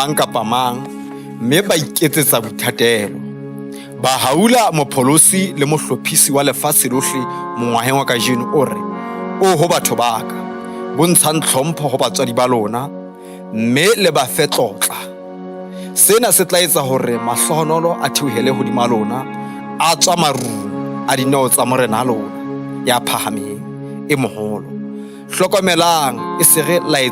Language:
Southern Sotho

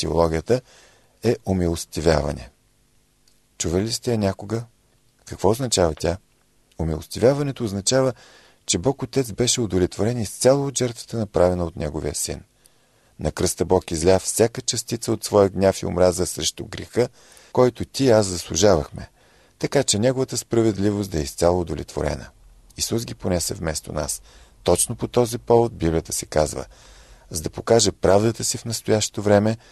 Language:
Bulgarian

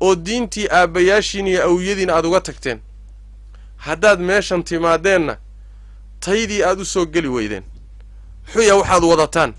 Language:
Somali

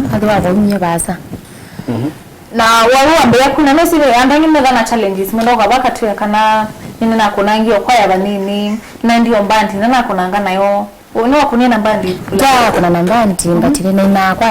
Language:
Kamba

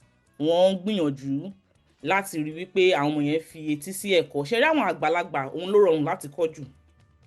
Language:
Yoruba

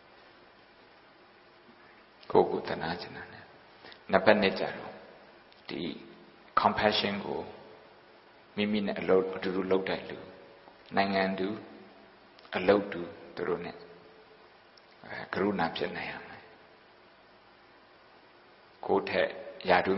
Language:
Burmese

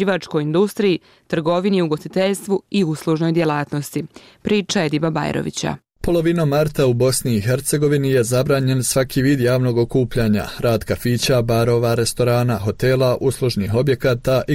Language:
Bosnian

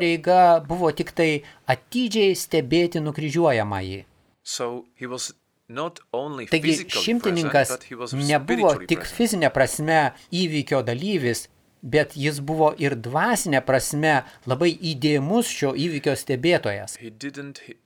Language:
Lithuanian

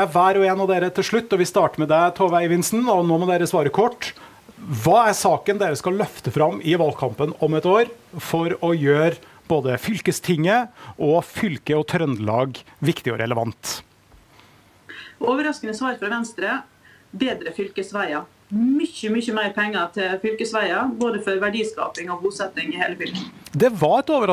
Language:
Norwegian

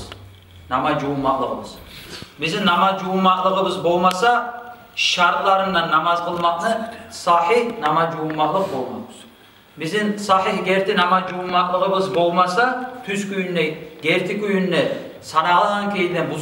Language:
Kumyk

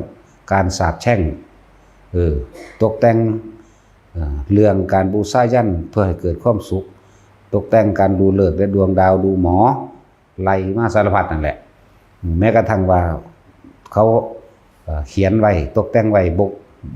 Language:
Lao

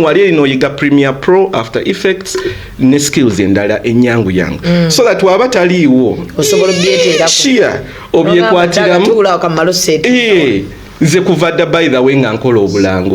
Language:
Ganda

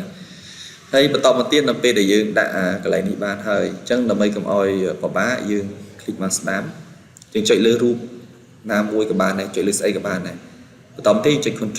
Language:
Khmer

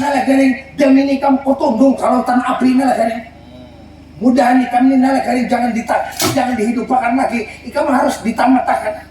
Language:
Banjar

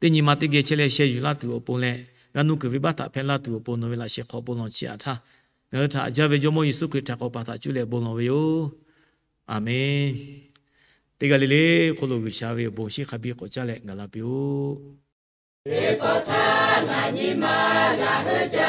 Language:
Lahu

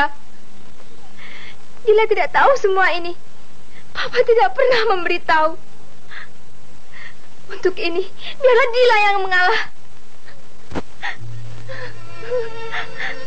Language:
Indonesian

